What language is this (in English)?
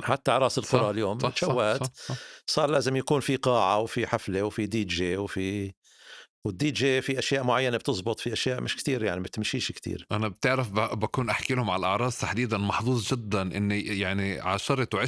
North Levantine Arabic